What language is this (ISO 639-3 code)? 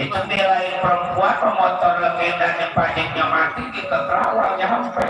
bew